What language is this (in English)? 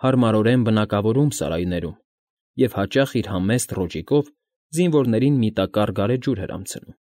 Armenian